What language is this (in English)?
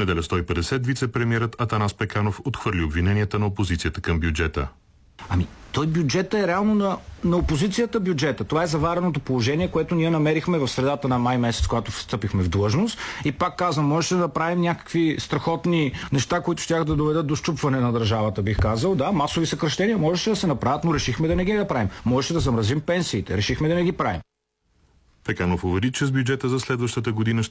Bulgarian